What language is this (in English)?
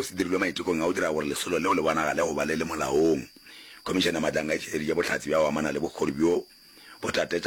Northern Sotho